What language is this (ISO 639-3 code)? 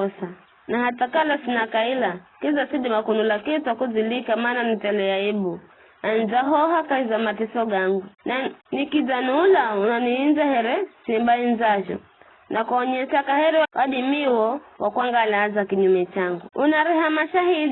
nyf